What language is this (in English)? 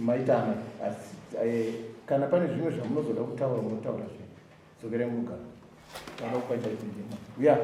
Shona